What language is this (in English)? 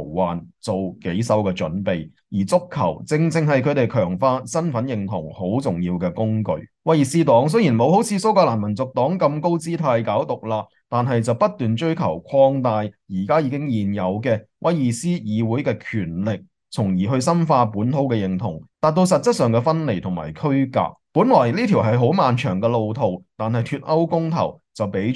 Cantonese